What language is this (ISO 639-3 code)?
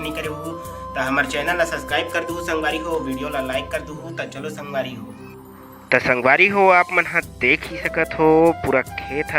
hne